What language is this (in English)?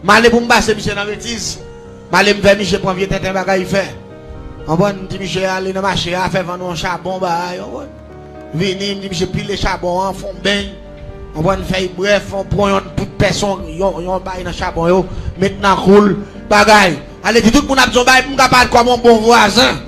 Haitian Creole